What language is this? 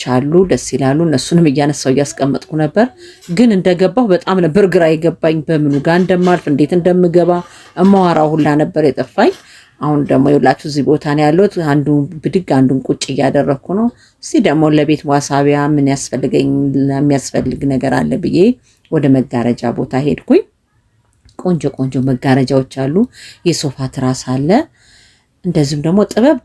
Amharic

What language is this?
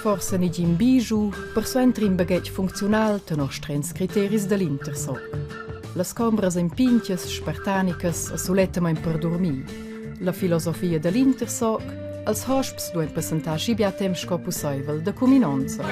Romansh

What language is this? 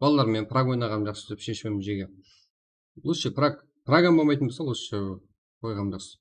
Kara-Kalpak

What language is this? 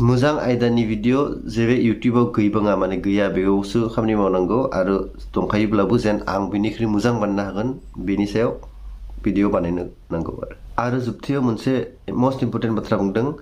Bodo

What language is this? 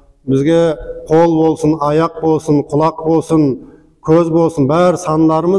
Nogai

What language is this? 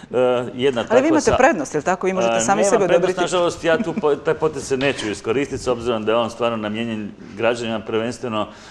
Croatian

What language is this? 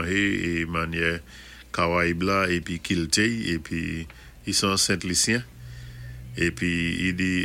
Saint Lucian Creole French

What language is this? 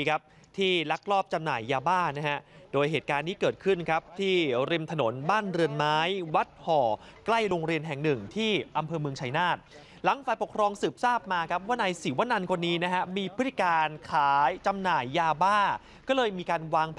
Thai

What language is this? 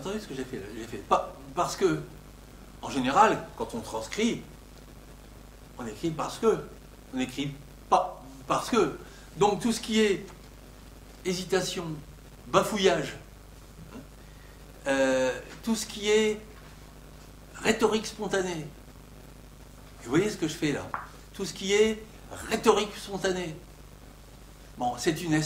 French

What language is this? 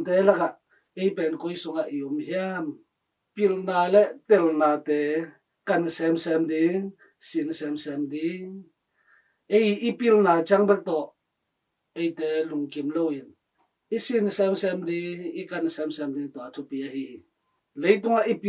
Tedim Chin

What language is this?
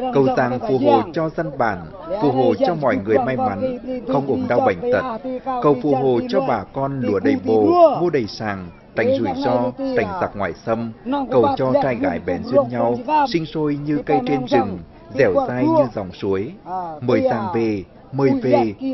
Vietnamese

